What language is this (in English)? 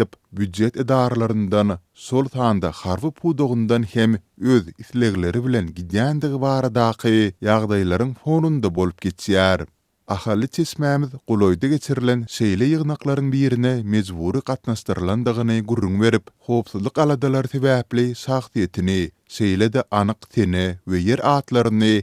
Turkmen